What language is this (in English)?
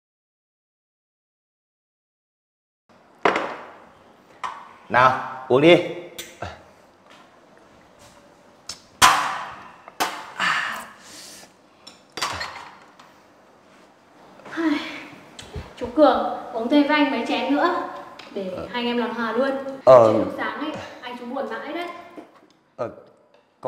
Vietnamese